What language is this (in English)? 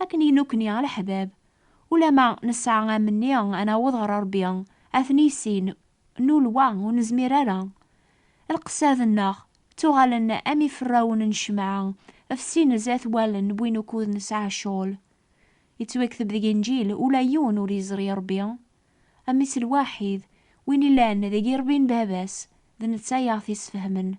Kabyle